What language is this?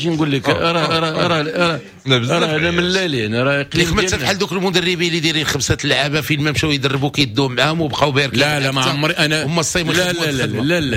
Moroccan Arabic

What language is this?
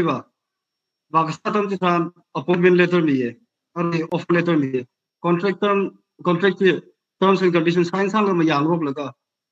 Tangkhul Naga (India)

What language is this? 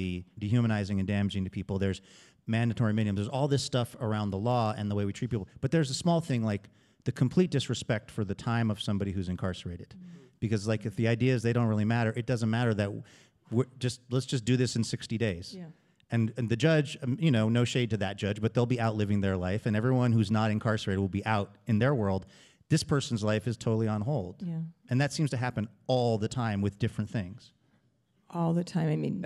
English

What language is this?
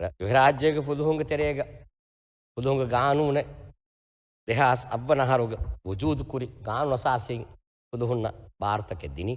Divehi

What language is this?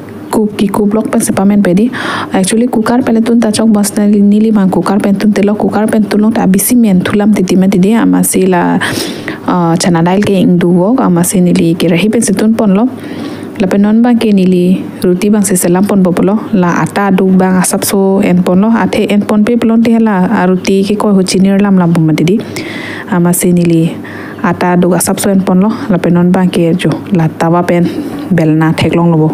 Karbi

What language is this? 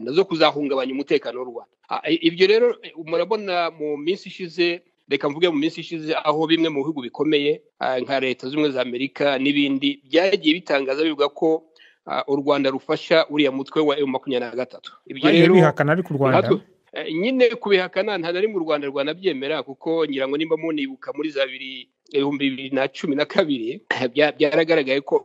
Kinyarwanda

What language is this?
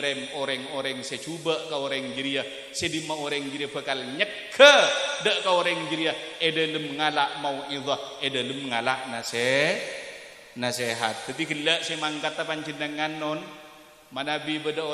Madurese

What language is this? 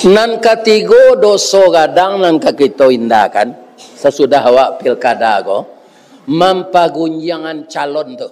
Minangkabau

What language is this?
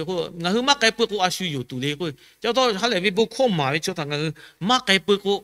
Lahu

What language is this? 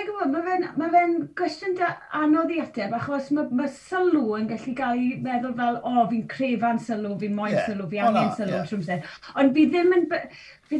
Welsh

